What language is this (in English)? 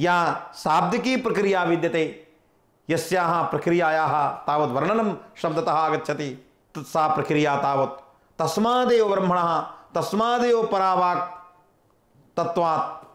Sanskrit